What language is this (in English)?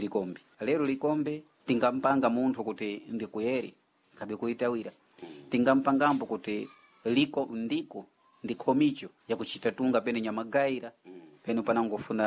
Sena